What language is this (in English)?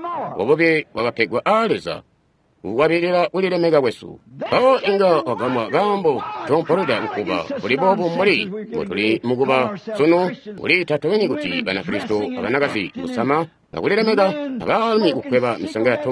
Tonga (Zambia)